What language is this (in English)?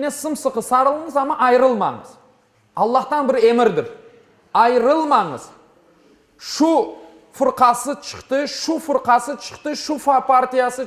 Crimean Tatar